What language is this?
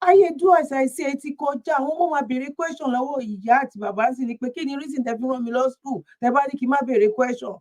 Yoruba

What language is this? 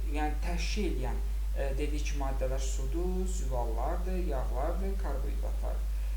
Azerbaijani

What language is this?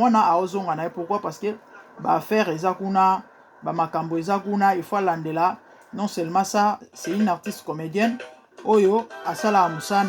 Lingala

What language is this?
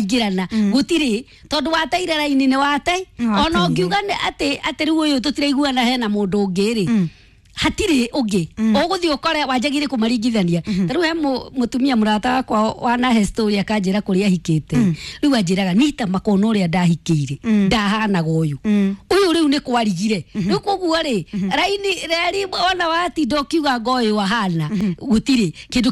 Kikuyu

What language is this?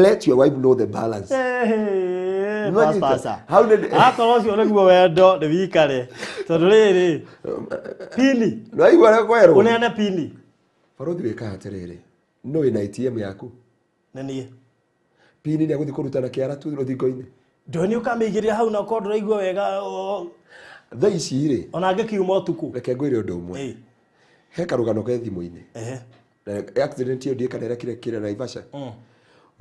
Kikuyu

